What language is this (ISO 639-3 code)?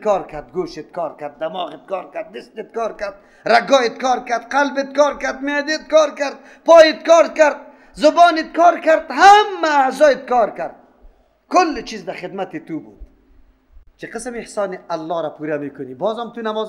fas